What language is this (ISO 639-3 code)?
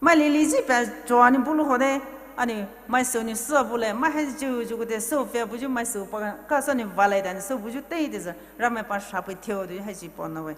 pmx